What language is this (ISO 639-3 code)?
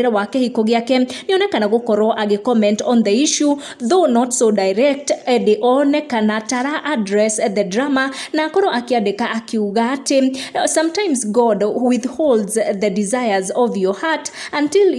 kik